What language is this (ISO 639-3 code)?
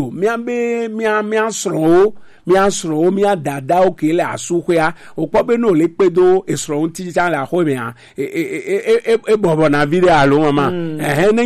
gej